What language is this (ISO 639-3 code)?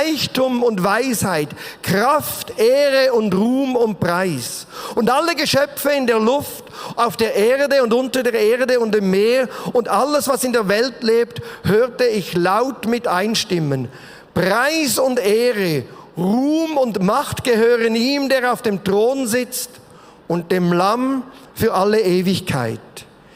gsw